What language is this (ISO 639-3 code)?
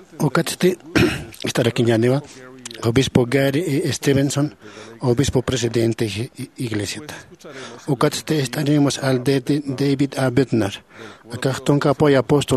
aym